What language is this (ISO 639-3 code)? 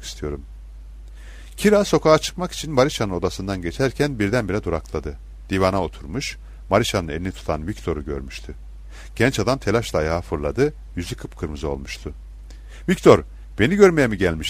tur